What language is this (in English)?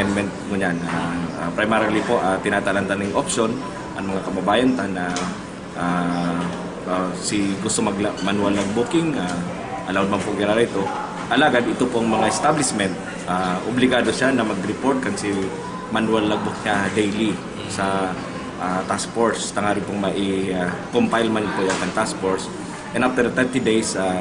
Bikol